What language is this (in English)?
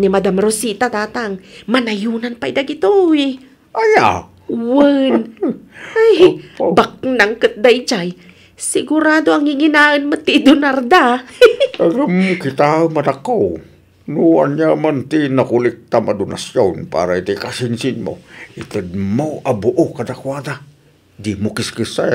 Iloko